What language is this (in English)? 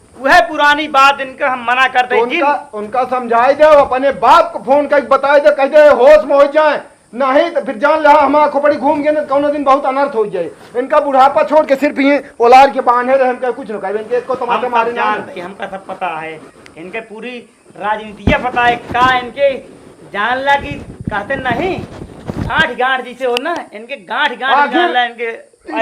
Awadhi